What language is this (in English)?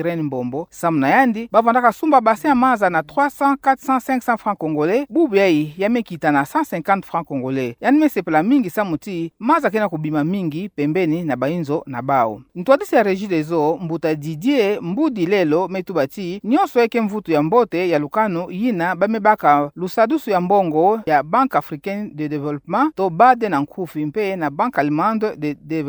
Kituba (Democratic Republic of Congo)